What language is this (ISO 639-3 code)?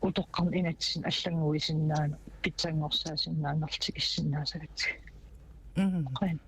kal